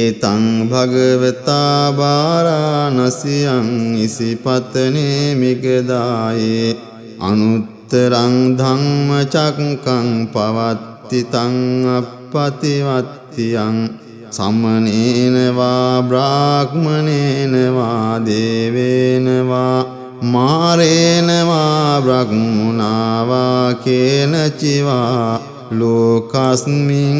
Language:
Pali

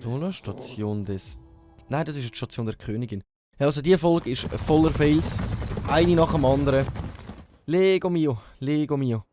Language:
Swiss German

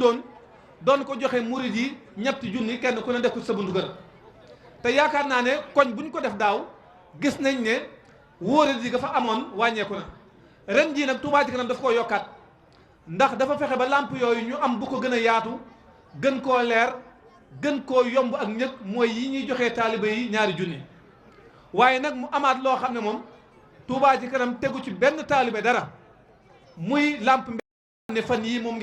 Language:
Wolof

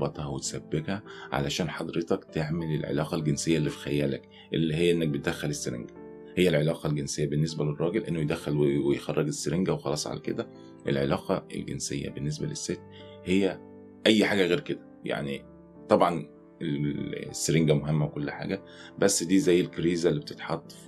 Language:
Egyptian Arabic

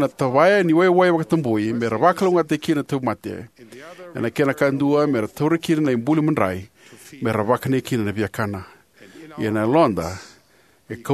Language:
Fijian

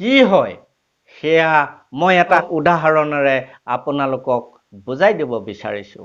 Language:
Assamese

